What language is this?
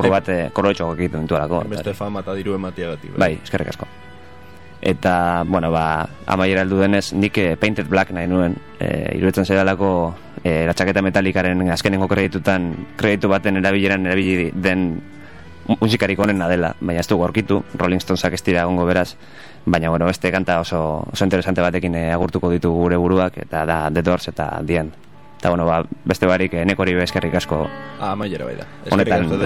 Basque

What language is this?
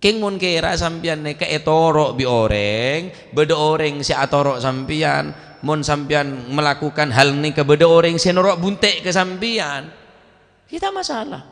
Madurese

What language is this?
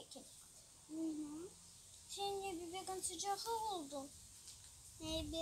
Crimean Tatar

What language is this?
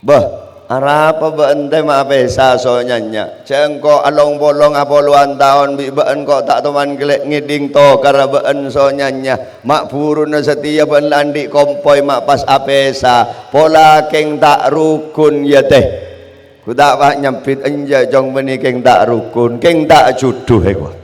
Madurese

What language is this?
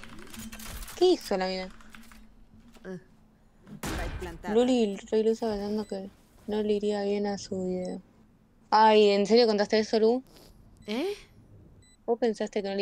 Spanish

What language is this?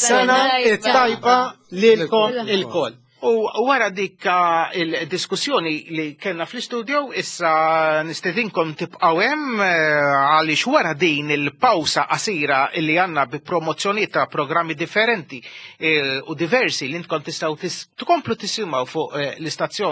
Maltese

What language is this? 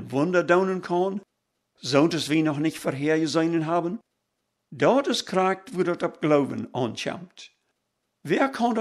Plautdietsch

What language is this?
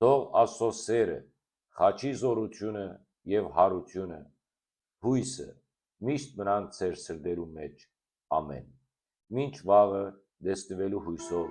Western Armenian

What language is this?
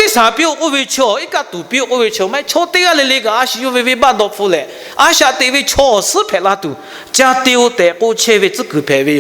Lahu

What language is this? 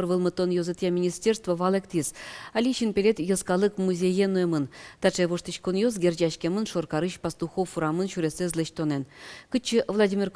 Udmurt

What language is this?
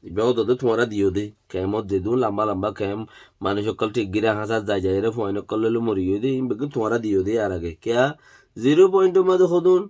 Rohingya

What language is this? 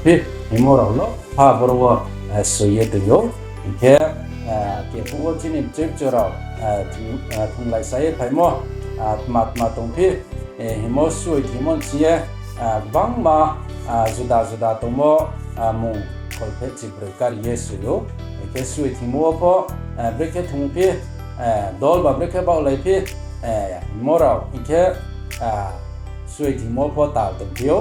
Riang (India)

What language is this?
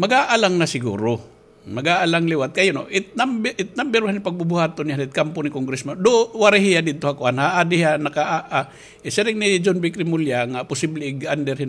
Waray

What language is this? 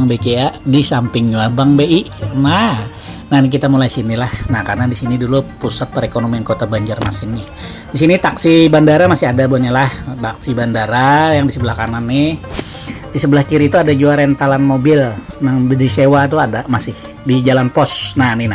Banjar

